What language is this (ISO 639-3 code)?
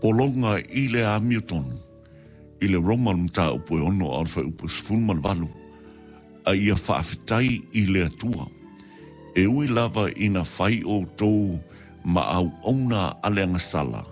smo